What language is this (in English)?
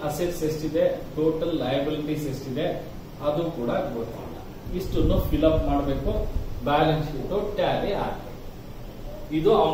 Kannada